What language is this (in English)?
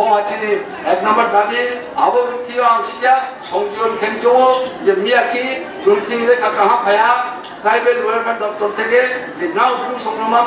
Riang (India)